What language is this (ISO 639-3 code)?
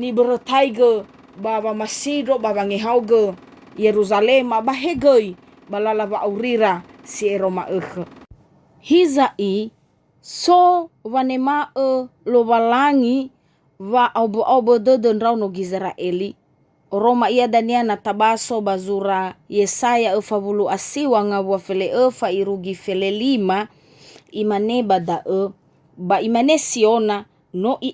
nia